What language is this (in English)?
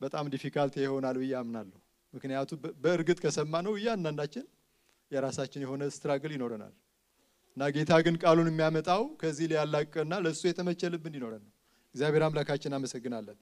Amharic